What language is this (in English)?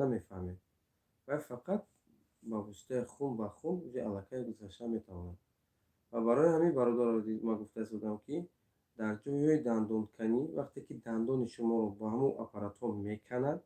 Tajik